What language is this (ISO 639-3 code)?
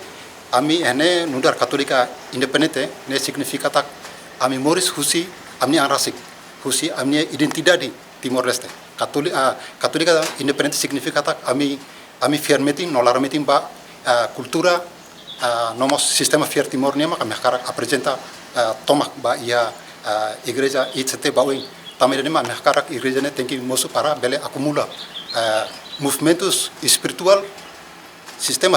tet